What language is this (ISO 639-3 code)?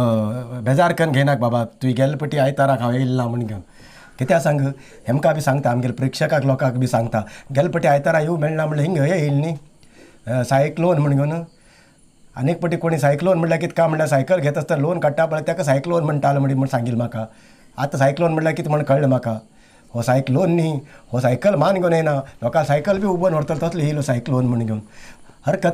kok